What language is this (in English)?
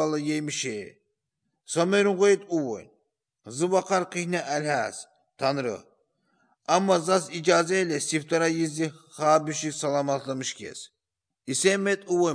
Azerbaijani